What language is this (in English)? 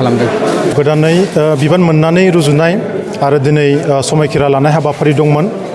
Bodo